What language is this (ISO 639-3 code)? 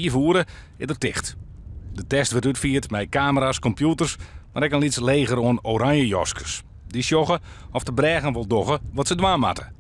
fry